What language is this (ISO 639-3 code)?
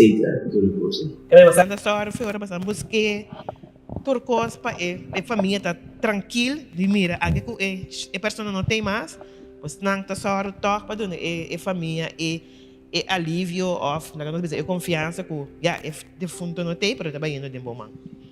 pap